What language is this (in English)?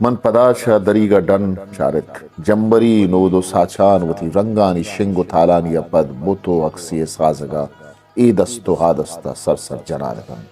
Eastern Balochi